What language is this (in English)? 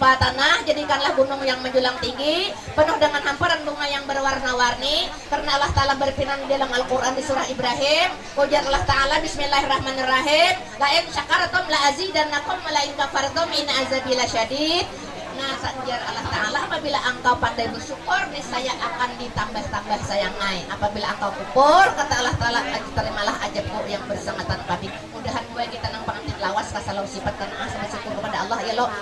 Banjar